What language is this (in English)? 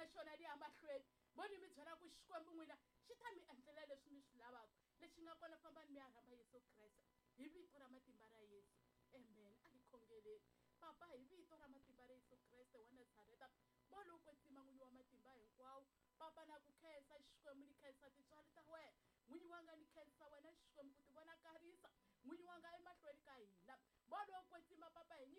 Tsonga